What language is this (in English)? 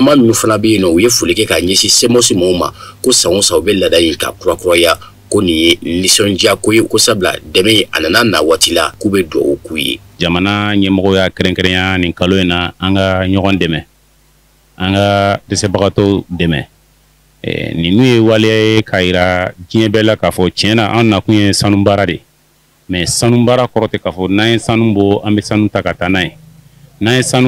Bambara